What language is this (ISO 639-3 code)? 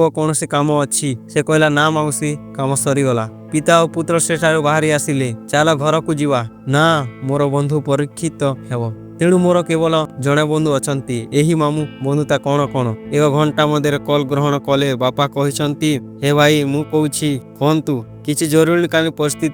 ori